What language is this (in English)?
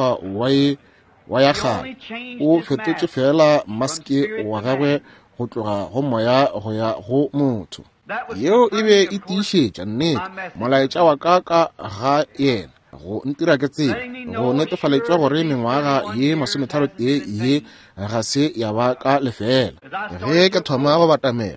Northern Sotho